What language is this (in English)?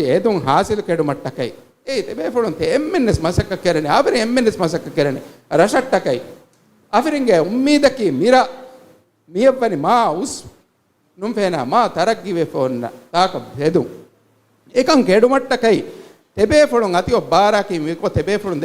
Divehi